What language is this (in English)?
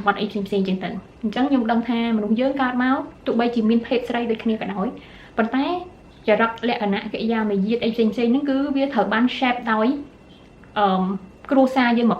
Khmer